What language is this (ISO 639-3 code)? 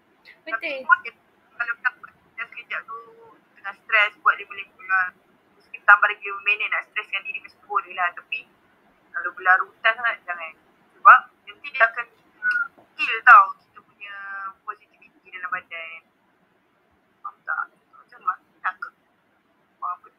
msa